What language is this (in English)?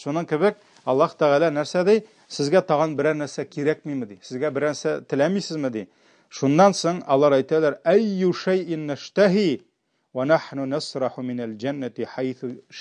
Tatar